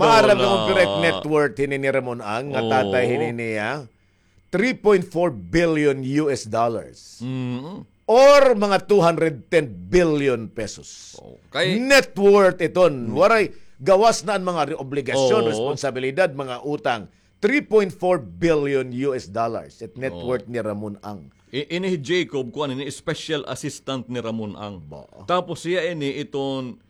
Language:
Waray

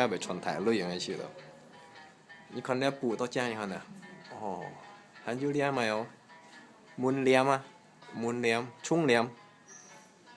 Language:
Hakka Chinese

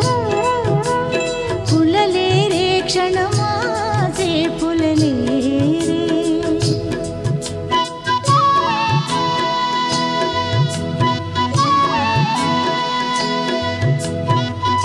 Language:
Marathi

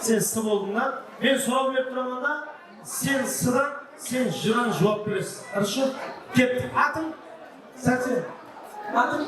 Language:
Kara-Kalpak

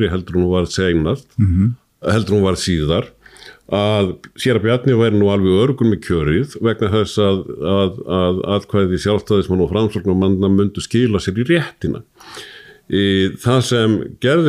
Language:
Icelandic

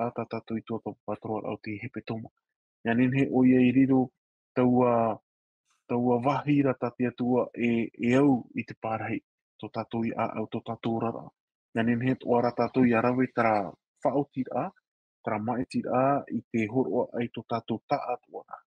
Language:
Tahitian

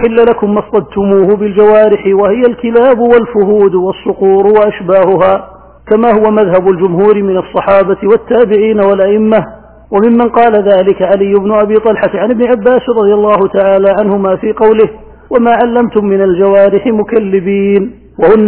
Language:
Arabic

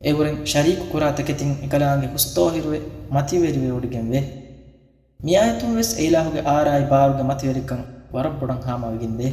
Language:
Divehi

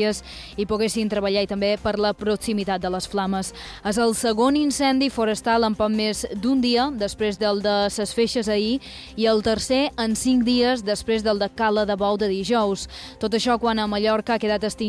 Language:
Catalan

